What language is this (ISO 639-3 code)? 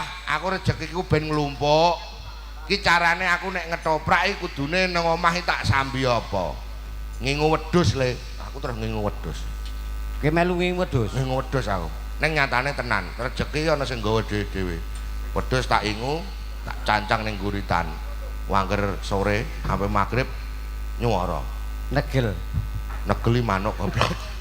jav